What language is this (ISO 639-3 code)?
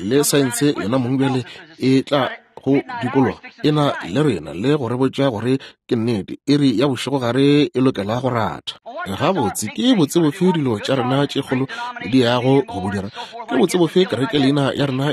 nso